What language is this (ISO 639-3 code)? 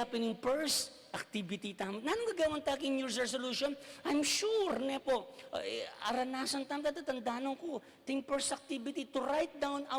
pam